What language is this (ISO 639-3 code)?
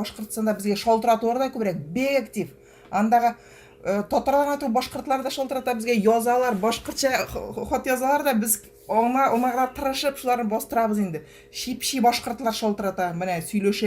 tat